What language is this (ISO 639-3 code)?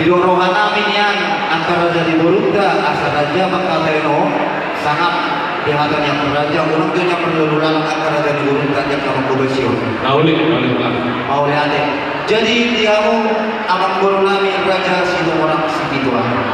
bbc